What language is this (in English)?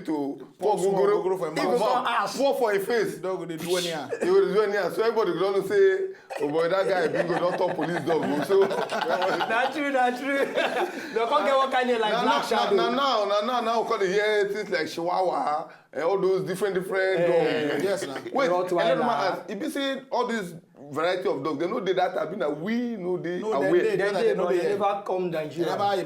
Nigerian Pidgin